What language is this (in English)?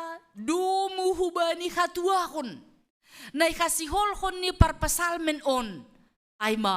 Batak Simalungun